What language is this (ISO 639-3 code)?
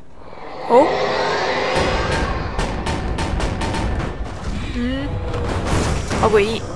zho